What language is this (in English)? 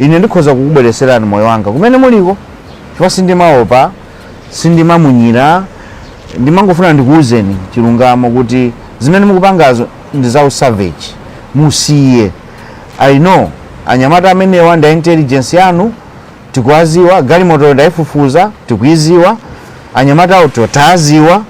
Nyanja